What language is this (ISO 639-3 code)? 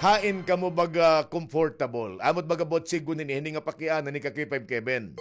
war